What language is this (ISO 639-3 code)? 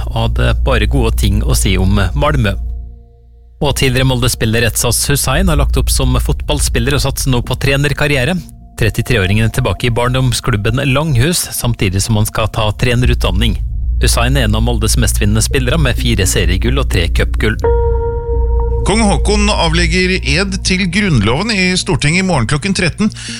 nor